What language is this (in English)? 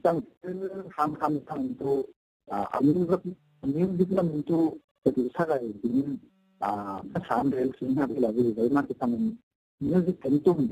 Falam Chin